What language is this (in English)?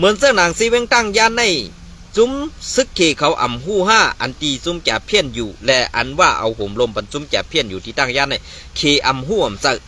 Shan